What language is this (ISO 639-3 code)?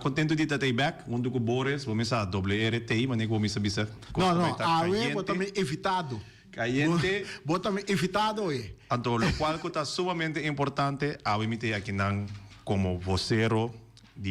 pap